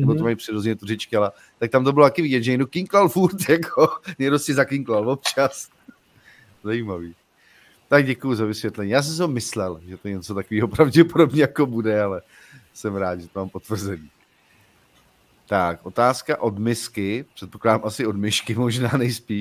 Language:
Czech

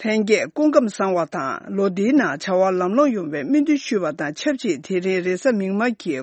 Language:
Tibetan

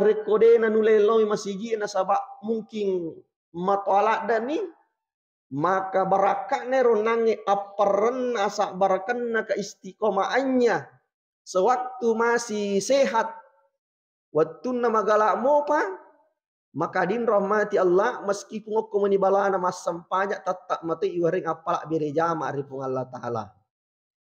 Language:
Buginese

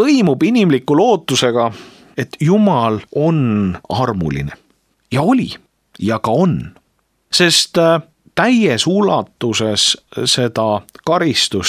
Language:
Estonian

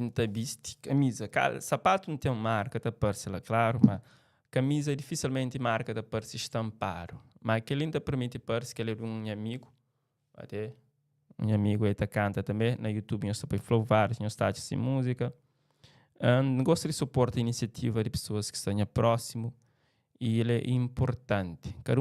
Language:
Kabuverdianu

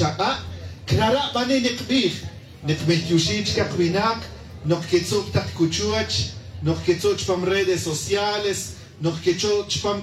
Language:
Tz'utujil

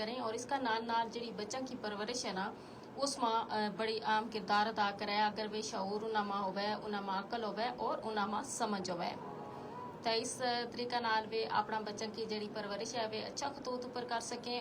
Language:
Gujari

